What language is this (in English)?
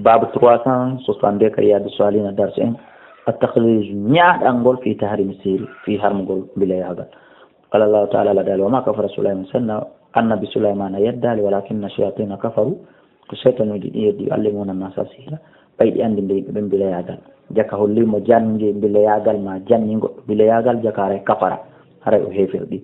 Fula